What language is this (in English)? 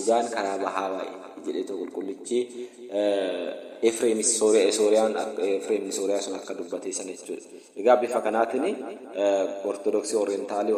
Oromo